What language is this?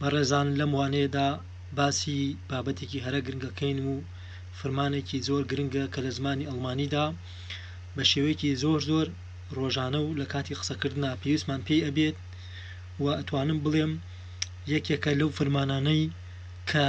Central Kurdish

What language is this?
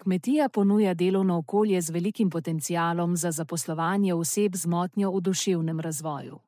Slovenian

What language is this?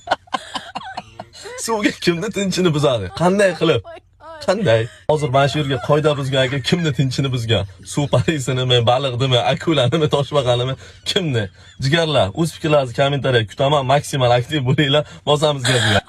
Uzbek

